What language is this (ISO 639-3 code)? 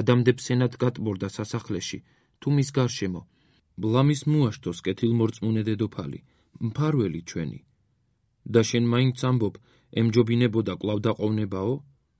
kat